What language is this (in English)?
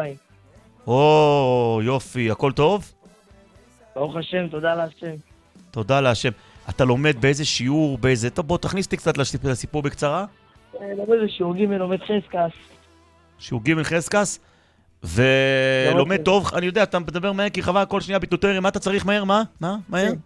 Hebrew